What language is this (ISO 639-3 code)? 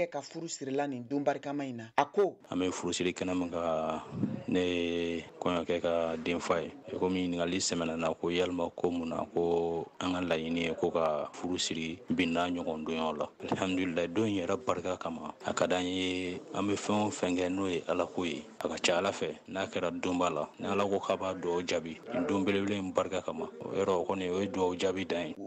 bam